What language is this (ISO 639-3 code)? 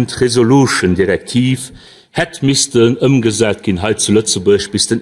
ltz